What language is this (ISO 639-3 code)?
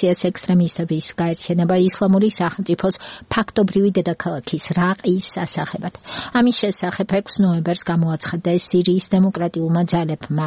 kat